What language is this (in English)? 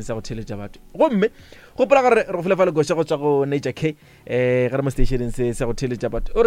Northern Sotho